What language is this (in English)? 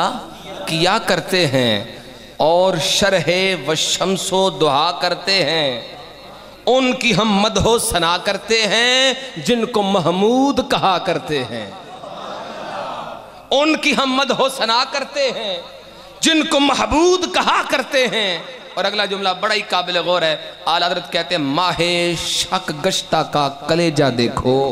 Urdu